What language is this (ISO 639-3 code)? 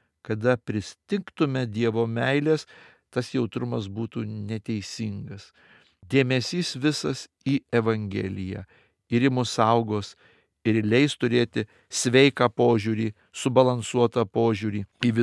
lit